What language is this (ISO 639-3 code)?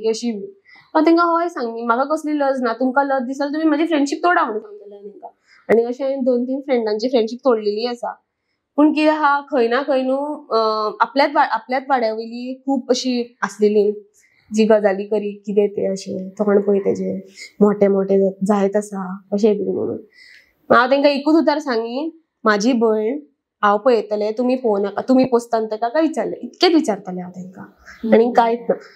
kok